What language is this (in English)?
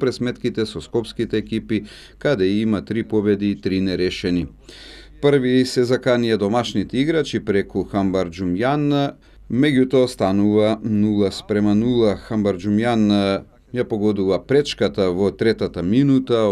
Macedonian